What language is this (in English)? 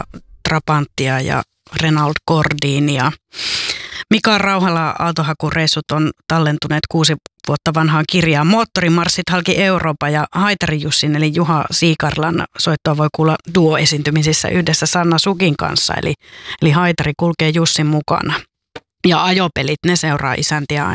Finnish